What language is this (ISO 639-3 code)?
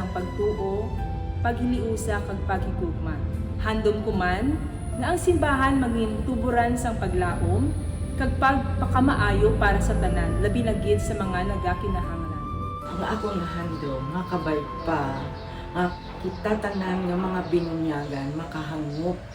hil